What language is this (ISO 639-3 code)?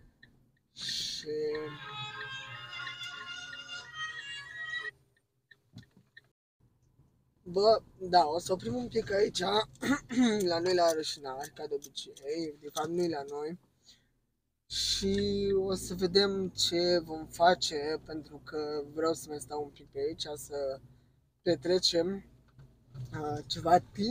ron